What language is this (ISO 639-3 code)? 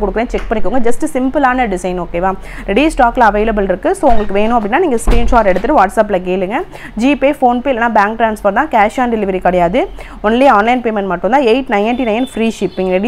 tam